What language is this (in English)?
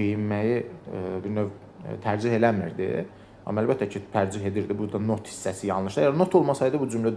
Azerbaijani